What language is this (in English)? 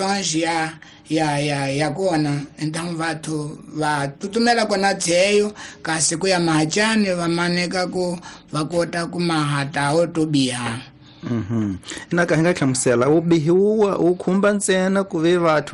Tsonga